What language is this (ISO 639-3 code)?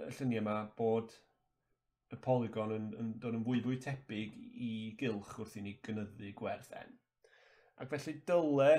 cym